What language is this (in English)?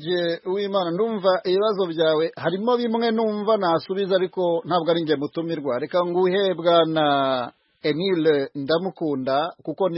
Kinyarwanda